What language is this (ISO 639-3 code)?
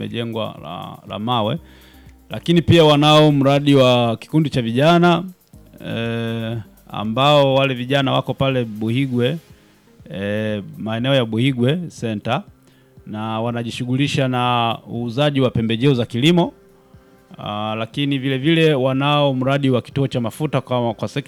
swa